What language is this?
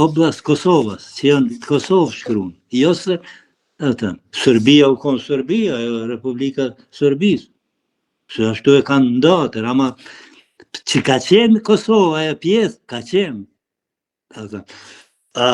Albanian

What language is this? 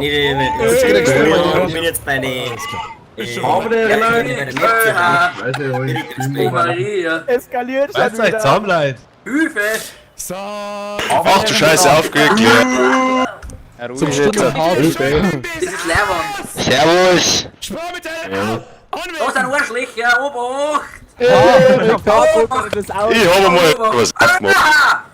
Bavarian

